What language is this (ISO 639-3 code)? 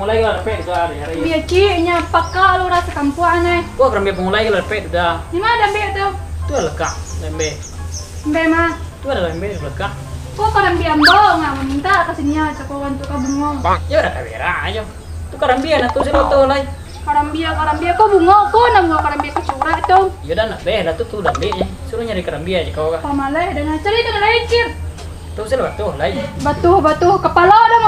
min